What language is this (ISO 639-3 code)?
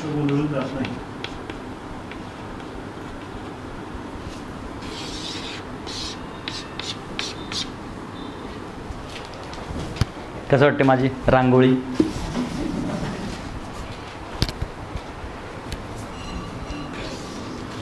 mar